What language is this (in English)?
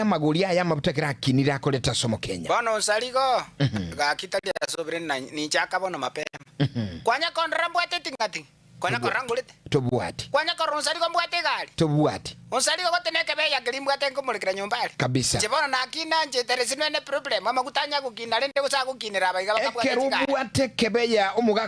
Gusii